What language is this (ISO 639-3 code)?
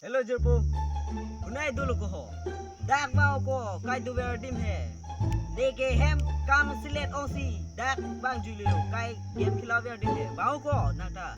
mjw